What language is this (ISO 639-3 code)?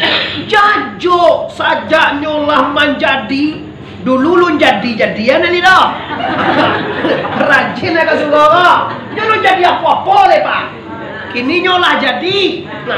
min